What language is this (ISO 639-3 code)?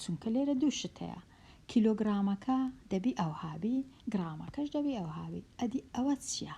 ckb